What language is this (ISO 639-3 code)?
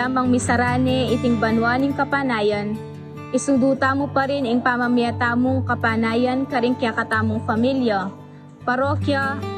pam